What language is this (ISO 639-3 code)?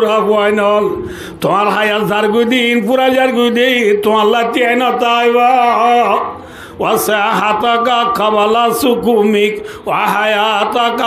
rhg